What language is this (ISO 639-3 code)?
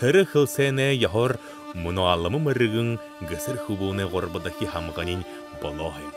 bua